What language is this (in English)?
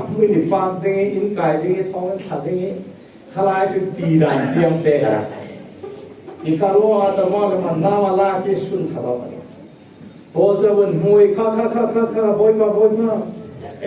Falam Chin